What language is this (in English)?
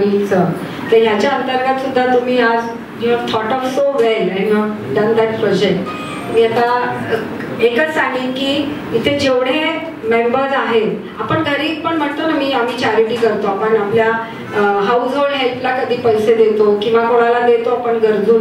Marathi